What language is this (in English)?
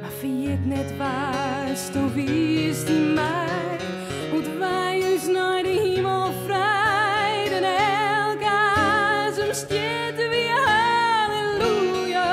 Western Frisian